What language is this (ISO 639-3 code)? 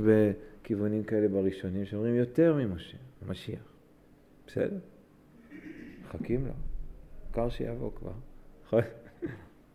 heb